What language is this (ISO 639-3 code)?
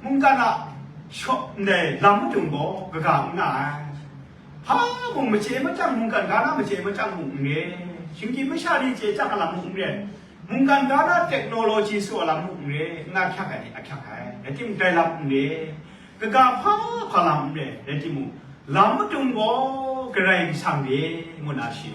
kac